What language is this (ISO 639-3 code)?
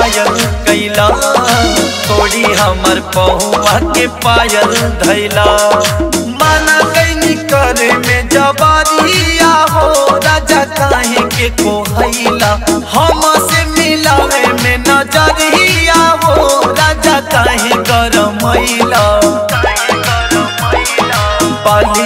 bho